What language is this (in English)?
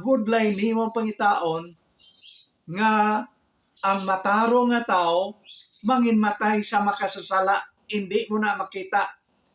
Hiligaynon